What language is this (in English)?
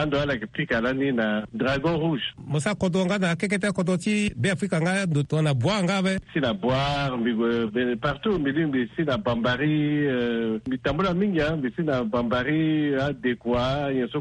Sango